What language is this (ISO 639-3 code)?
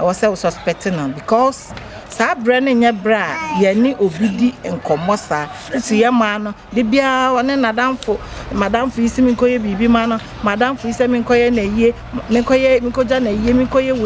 aka